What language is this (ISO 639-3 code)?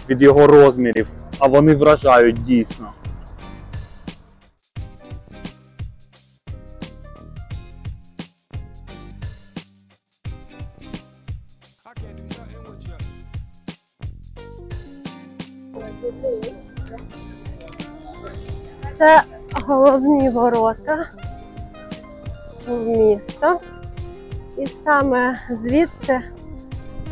ukr